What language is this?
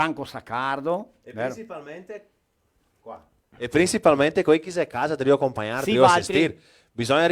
Venetian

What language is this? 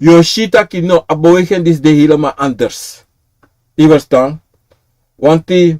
Sranan Tongo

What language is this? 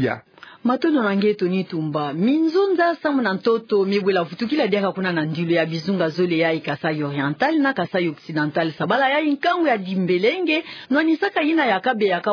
Kituba (Democratic Republic of Congo)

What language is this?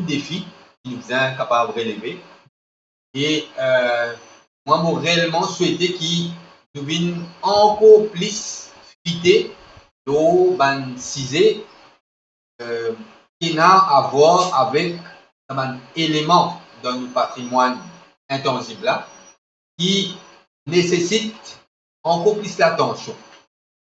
Morisyen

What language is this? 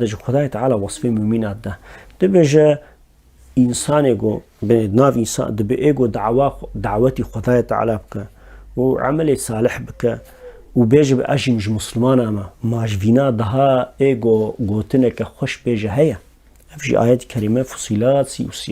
Kurdish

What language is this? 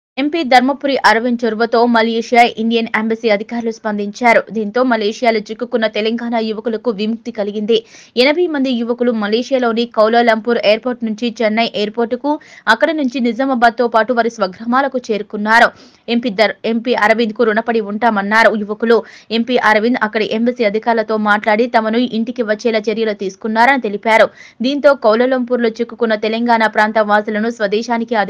Telugu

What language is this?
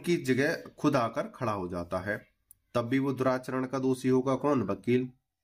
Hindi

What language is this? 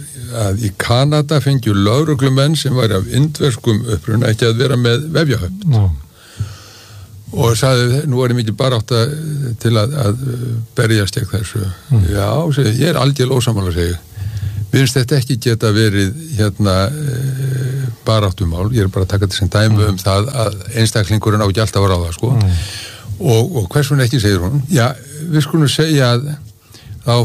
Icelandic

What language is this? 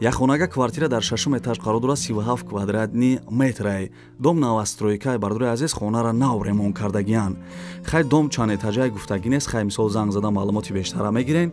Tajik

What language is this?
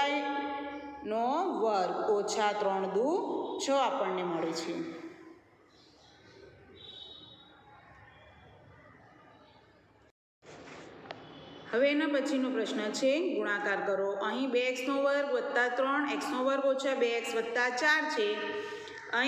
Gujarati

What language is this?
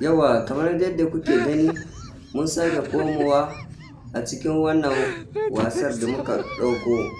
Hausa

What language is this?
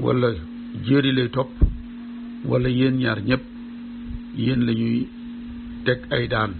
Wolof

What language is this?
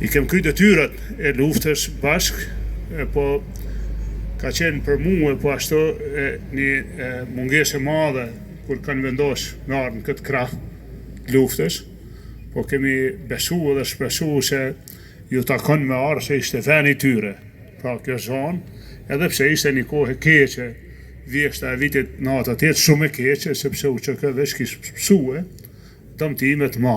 Albanian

